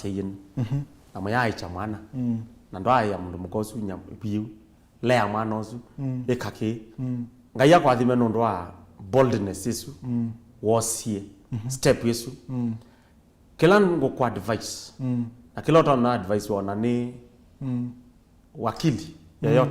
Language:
Kamba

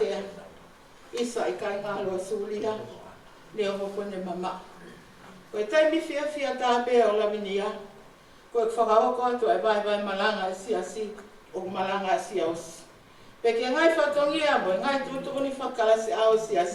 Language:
Tongan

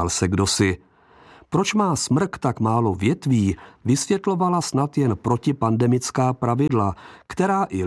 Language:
Czech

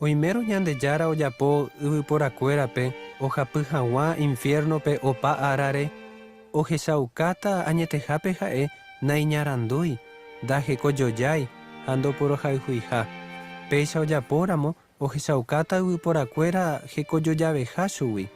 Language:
Guarani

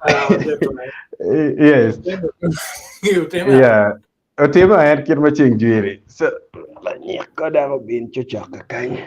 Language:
Acoli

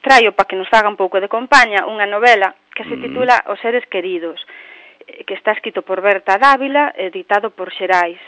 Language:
Galician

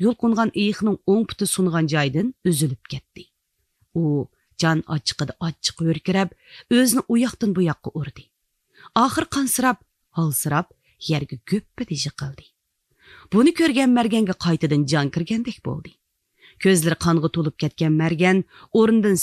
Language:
Uyghur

